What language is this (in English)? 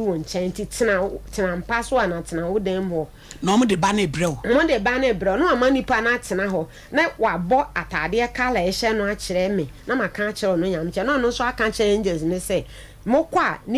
Akan